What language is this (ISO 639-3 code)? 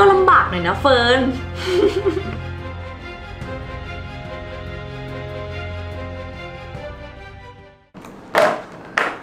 tha